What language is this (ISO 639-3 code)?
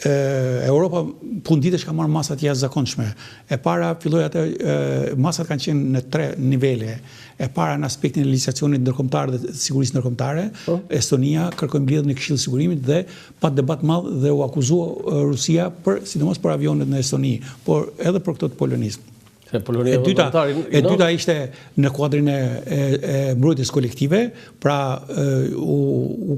sqi